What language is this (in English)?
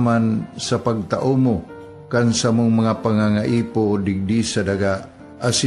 Bikol